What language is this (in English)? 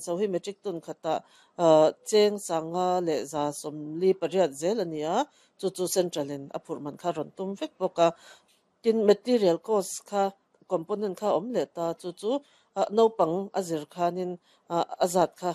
Mizo